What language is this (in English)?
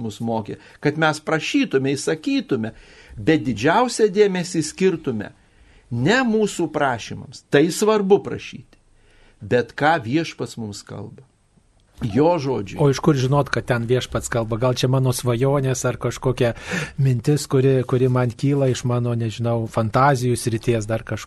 Lithuanian